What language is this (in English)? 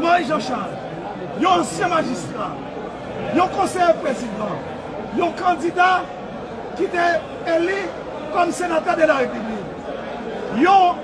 Haitian Creole